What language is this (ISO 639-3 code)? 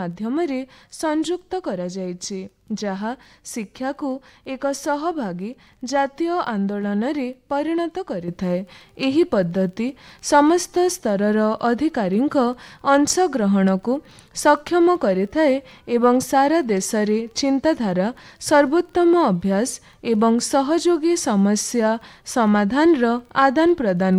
ori